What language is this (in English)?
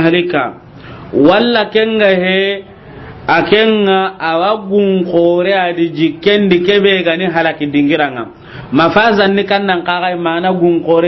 Soninke